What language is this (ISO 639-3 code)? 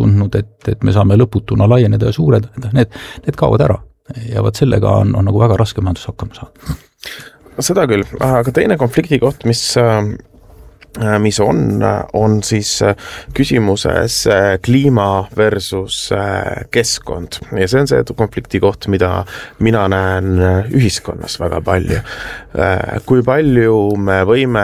est